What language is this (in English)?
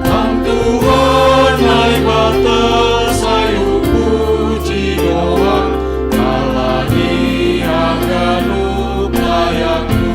Batak Simalungun